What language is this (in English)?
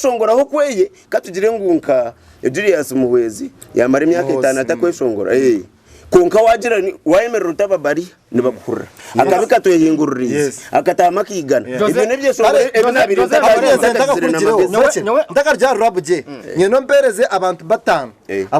Nyankole